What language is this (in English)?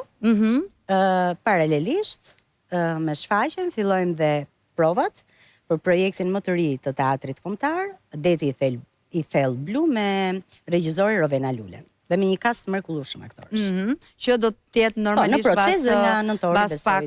Albanian